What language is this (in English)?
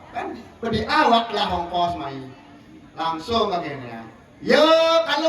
Balinese